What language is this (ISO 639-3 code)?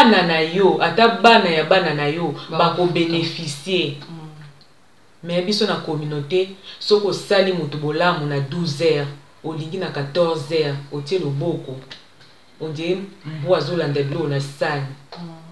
lin